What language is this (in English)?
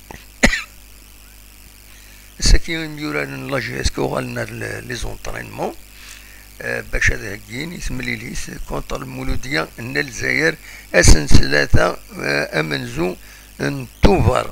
Kabyle